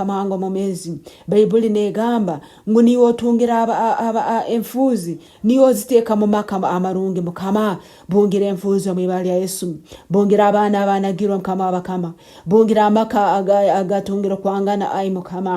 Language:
Nyankole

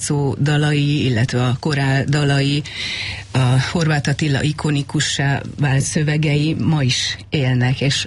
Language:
Hungarian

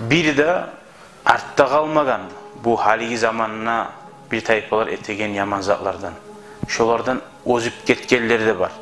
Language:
Kumyk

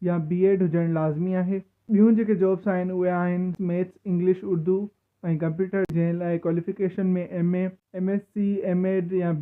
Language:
Sindhi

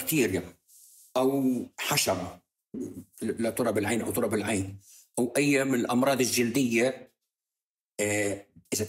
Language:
North Levantine Arabic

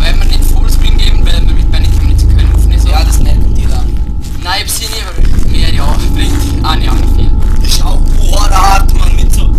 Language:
Swiss German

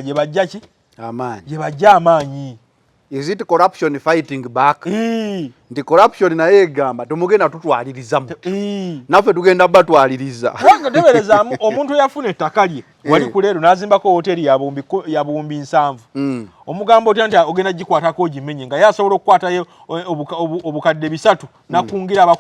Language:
Ganda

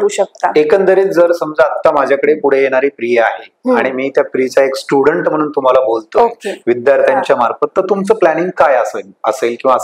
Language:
Marathi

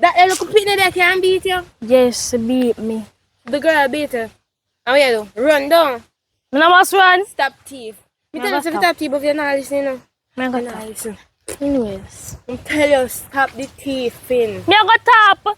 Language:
Jamaican Creole English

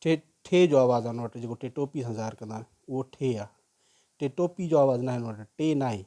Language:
Sindhi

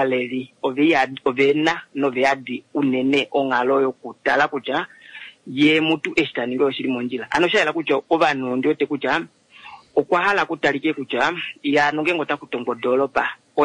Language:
Kuanyama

